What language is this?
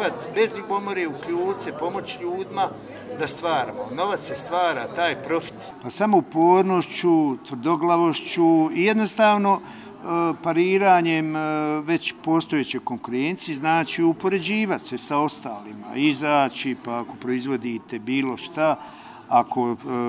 Bosnian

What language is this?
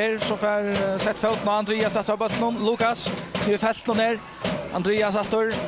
Faroese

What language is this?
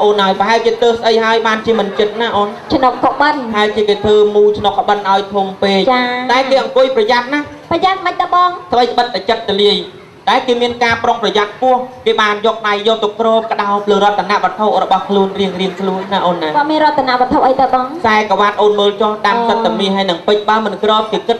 Khmer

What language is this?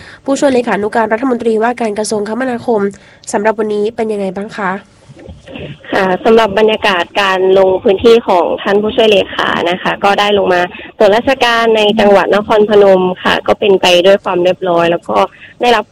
Thai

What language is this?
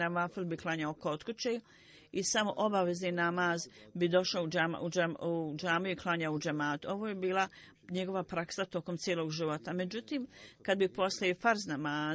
Bosnian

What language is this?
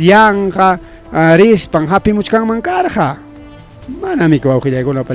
Ayacucho Quechua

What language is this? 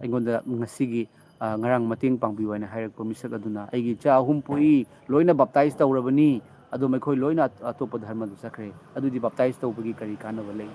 Manipuri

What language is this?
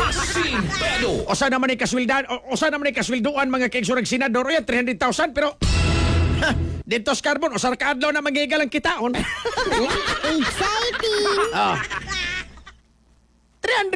Filipino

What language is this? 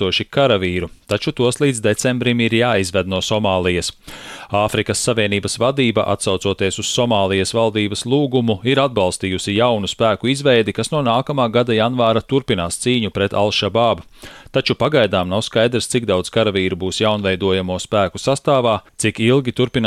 Latvian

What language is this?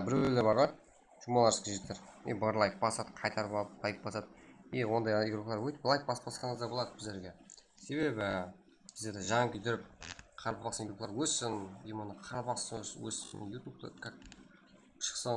Kara-Kalpak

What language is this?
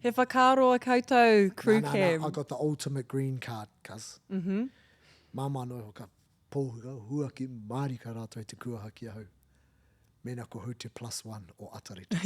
Māori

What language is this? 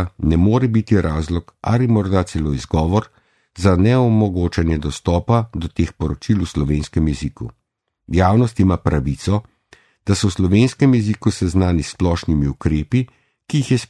Slovenian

